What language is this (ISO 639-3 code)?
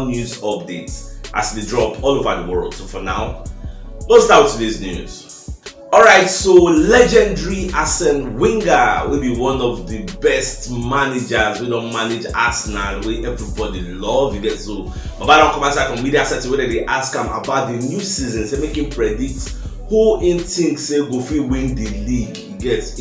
pcm